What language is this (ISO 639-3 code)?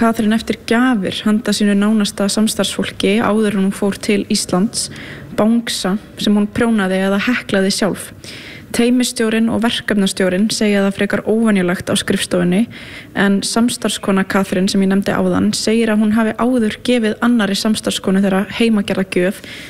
isl